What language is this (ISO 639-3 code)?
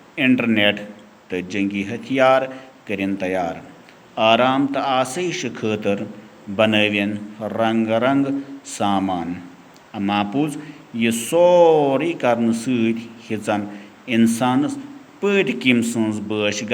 kas